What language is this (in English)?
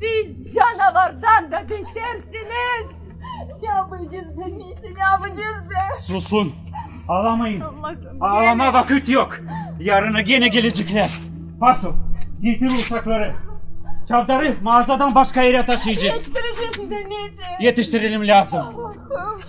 Gagauz